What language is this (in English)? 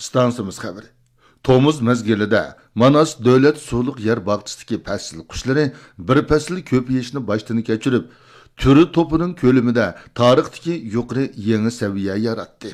Uyghur